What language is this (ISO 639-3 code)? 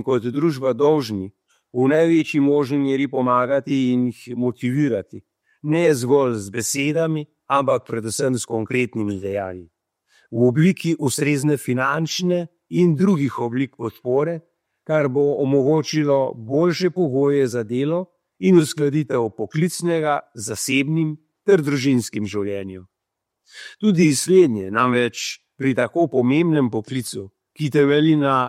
slv